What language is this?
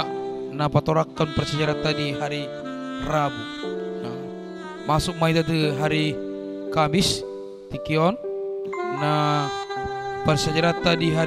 Batak Toba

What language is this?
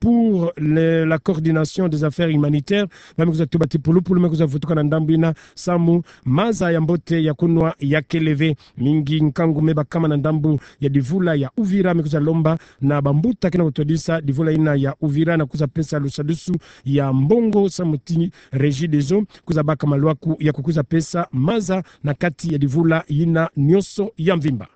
Kituba (Democratic Republic of Congo)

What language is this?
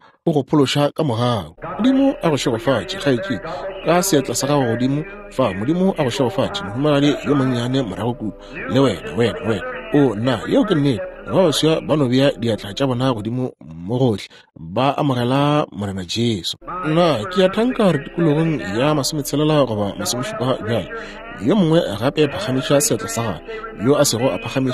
Northern Sotho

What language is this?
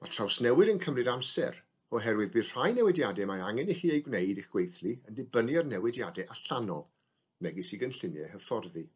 Welsh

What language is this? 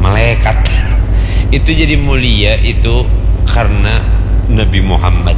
Banjar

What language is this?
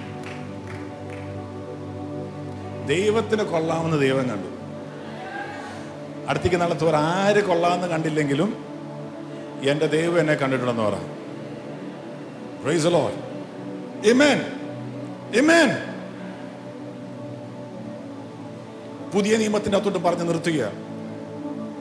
Malayalam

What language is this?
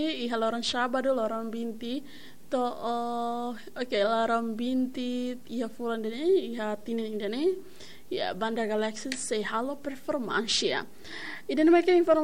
Tetum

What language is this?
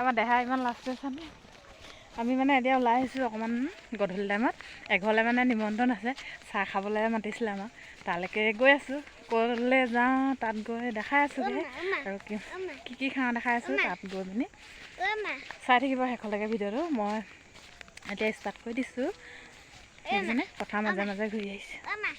Assamese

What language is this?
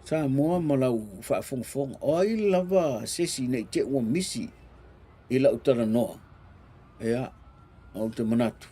Samoan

